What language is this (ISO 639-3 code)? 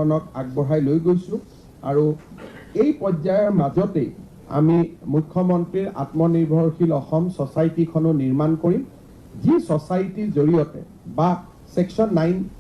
asm